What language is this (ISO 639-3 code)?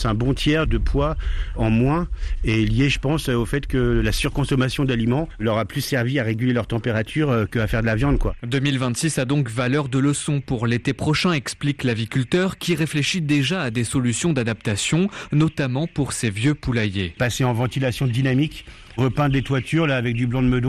fra